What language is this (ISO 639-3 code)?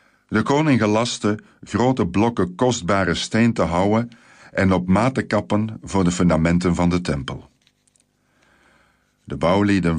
nld